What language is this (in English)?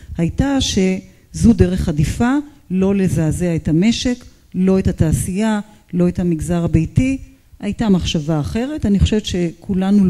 Hebrew